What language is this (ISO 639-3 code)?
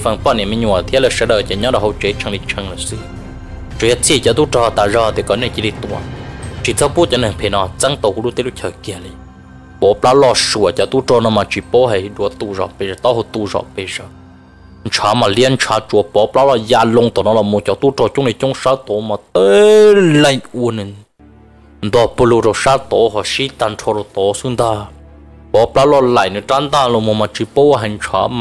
vie